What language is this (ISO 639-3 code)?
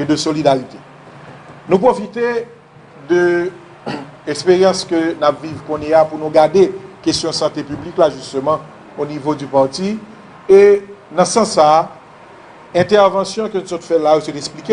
hat